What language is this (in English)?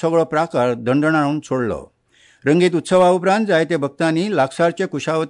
Konkani